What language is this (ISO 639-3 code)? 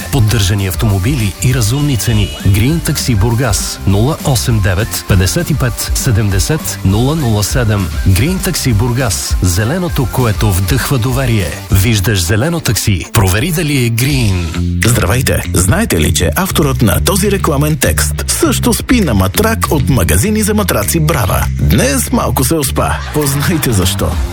bul